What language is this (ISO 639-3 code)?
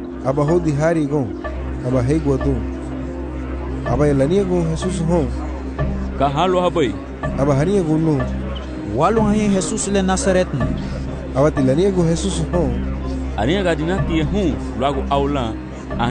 cab